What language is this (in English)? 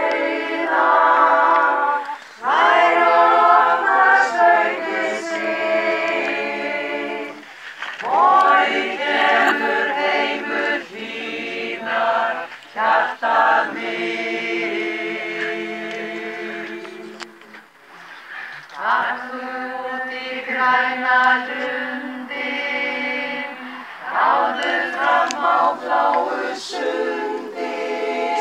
Icelandic